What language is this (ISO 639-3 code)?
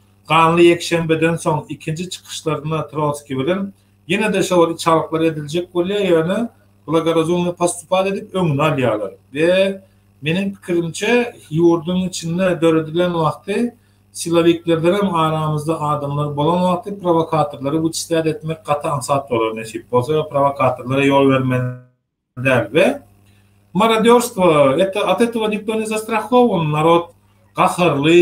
tuk